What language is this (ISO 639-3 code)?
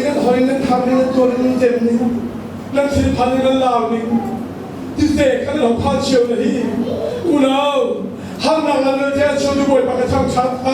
cnh